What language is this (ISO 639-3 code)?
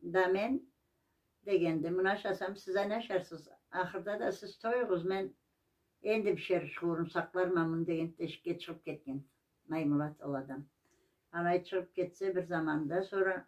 krc